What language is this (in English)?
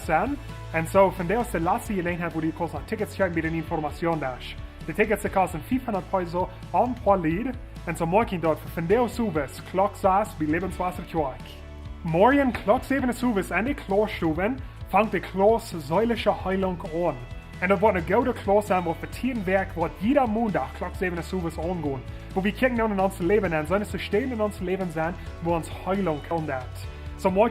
Plautdietsch